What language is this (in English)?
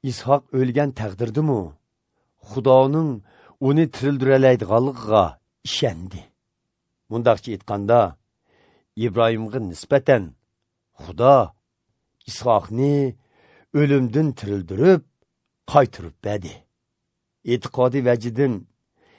Uyghur